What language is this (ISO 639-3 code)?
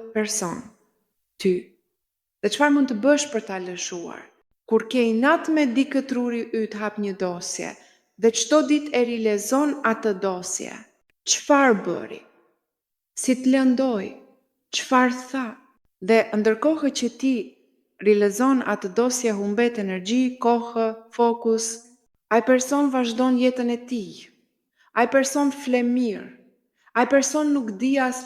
sqi